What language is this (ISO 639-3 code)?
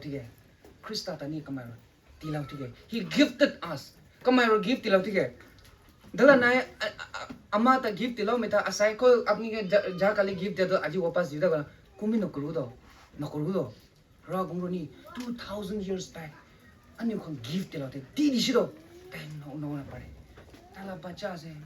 nbu